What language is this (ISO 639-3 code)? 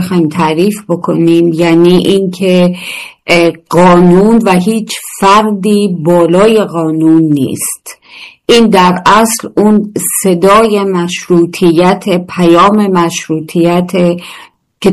fas